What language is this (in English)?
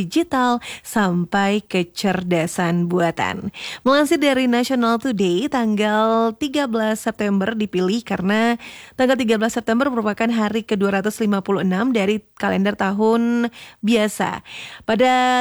Indonesian